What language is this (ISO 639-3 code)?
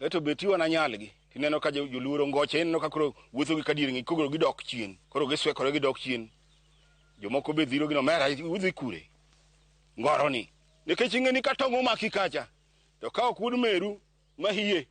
luo